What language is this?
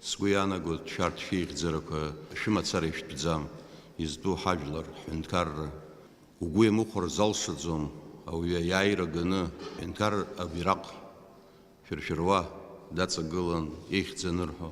Abkhazian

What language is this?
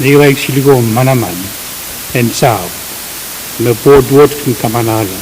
Pohnpeian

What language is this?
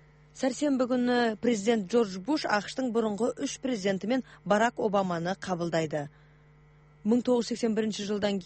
Kyrgyz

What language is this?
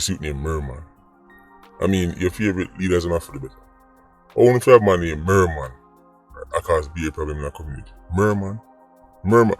Jamaican Creole English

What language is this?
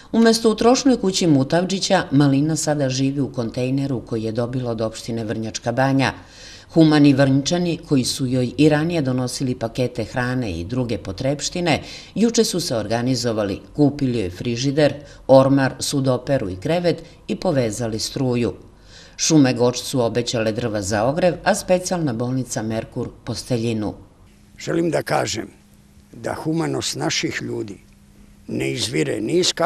Serbian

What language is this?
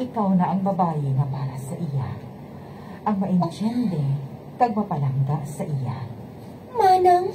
Hiligaynon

